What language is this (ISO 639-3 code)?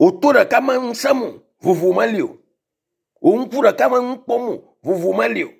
ewe